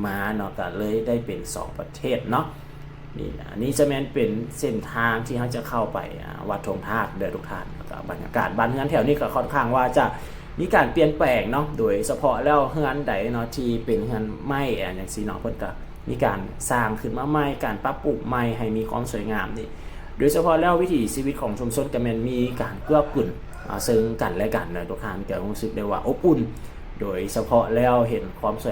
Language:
Lao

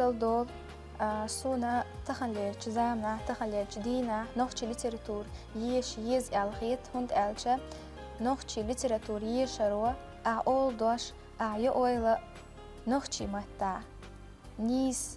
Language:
Chechen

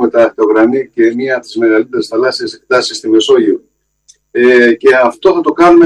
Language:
Greek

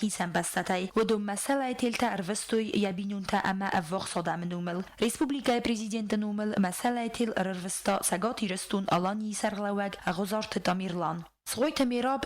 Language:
Ossetic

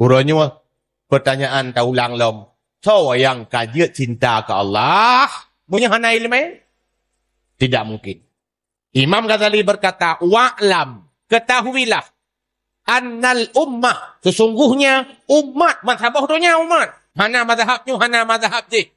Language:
Achinese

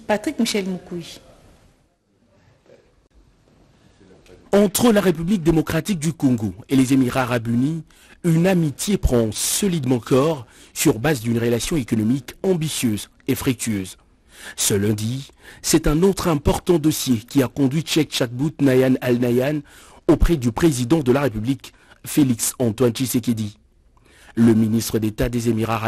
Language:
French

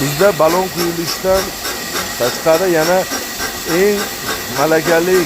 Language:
Uzbek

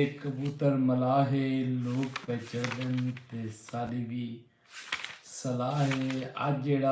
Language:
Saraiki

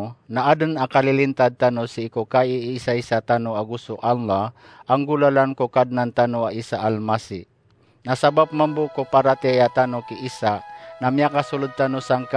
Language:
Maranao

